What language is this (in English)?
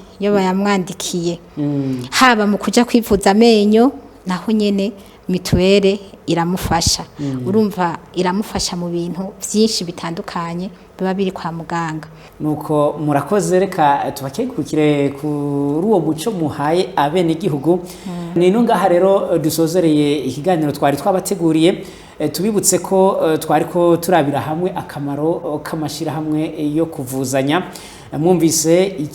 Rundi